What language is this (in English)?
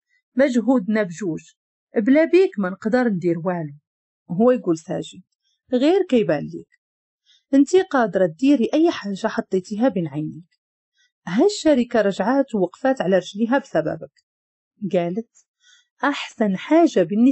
Moroccan Arabic